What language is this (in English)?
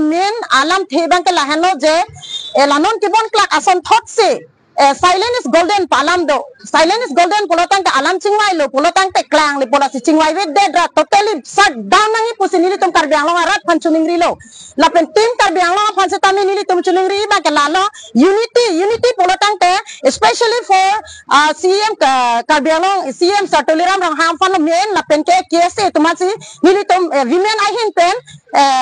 Karbi